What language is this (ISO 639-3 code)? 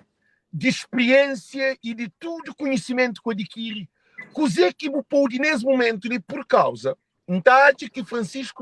kea